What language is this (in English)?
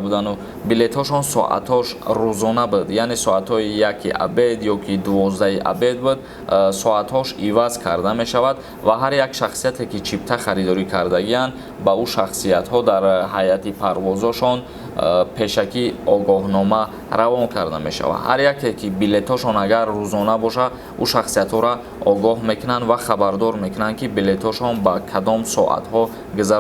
Tajik